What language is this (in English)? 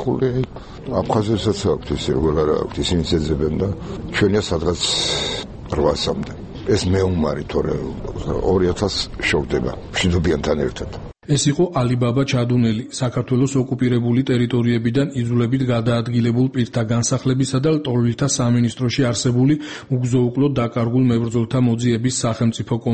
Georgian